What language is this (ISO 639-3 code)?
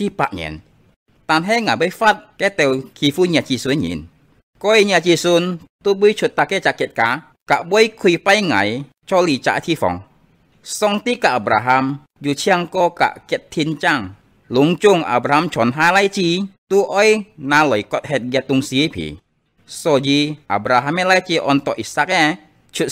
hak